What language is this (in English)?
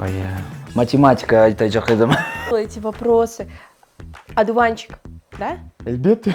Crimean Tatar